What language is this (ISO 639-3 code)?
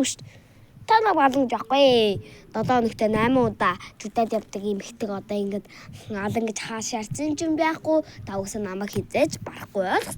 mon